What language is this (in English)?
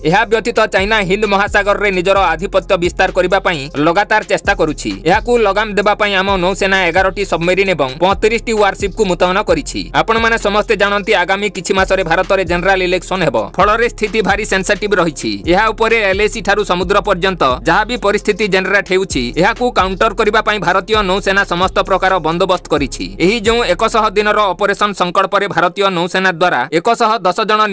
Odia